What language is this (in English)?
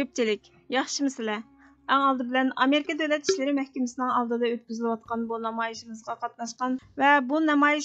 Uyghur